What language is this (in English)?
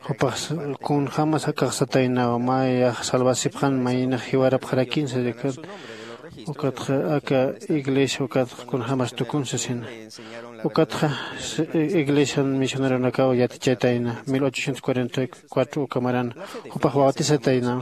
Aymara